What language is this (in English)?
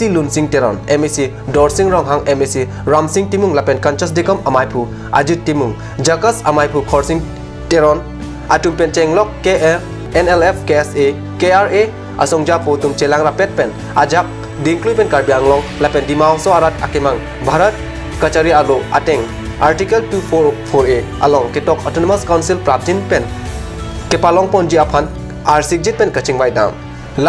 Karbi